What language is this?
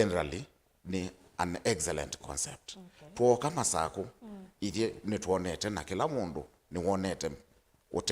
Kamba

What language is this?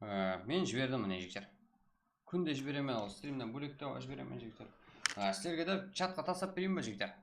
Kara-Kalpak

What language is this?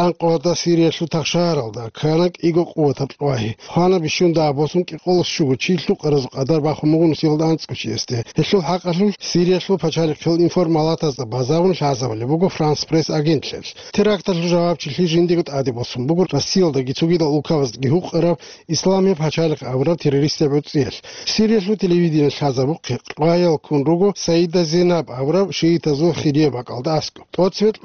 Avaric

